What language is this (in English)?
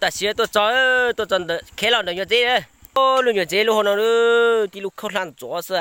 Hmong